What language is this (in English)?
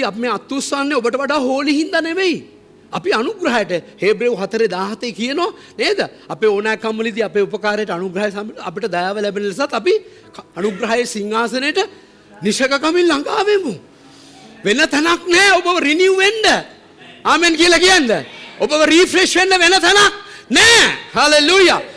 Sinhala